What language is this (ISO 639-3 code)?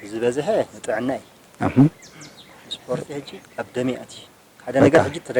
tir